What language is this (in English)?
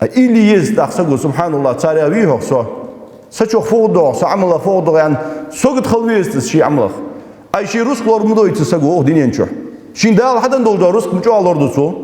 Ingush